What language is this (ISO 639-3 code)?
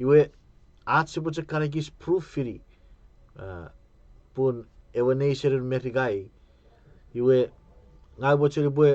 chk